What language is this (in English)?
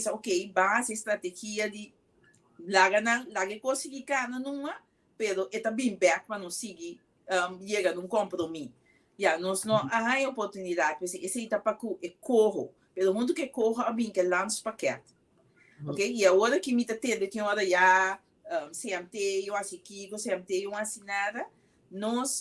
Papiamento